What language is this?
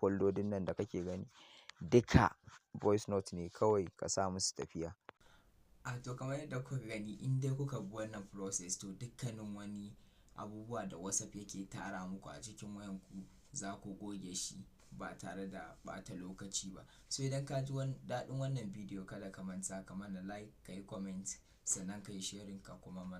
Hausa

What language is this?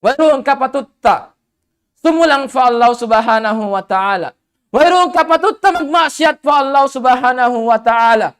Tausug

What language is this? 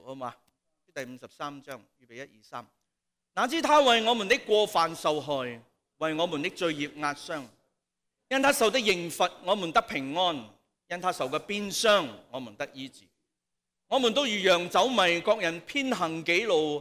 Cantonese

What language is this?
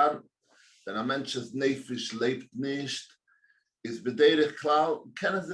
Yiddish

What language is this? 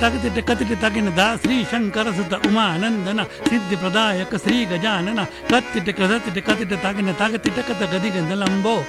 Hindi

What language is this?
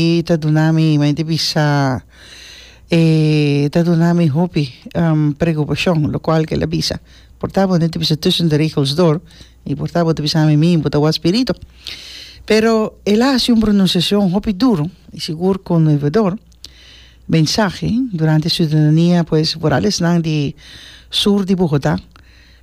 Papiamento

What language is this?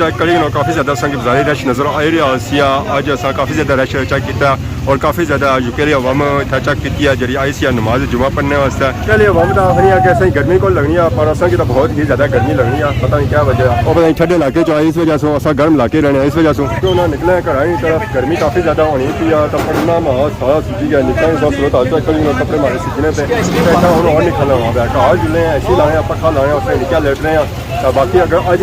Pahari-Potwari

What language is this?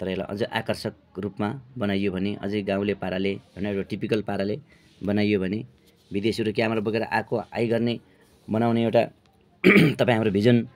Nepali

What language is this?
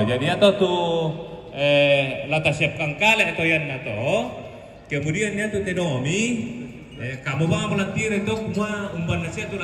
Toraja-Sa'dan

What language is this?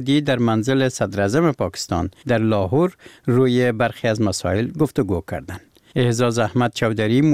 Persian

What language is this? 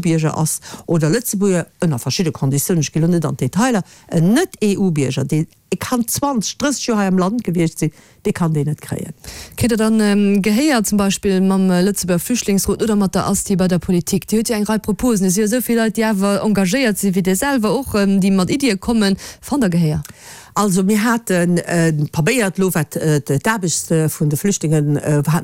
Luxembourgish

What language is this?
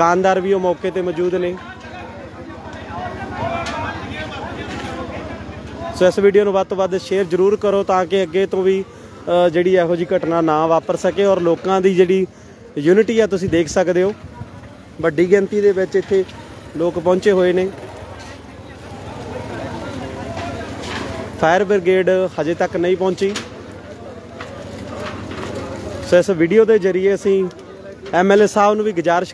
Punjabi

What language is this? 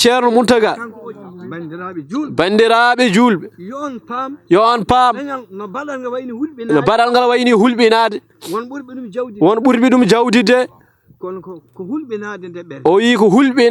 Fula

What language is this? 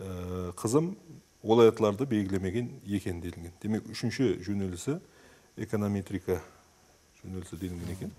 Kara-Kalpak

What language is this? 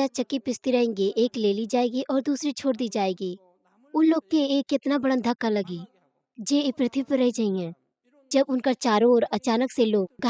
Bhojpuri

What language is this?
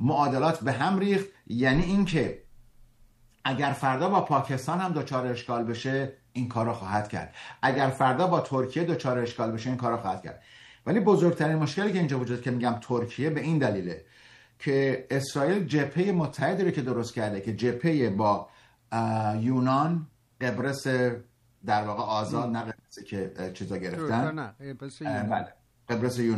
Persian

